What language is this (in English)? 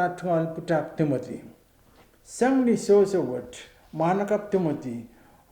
Pohnpeian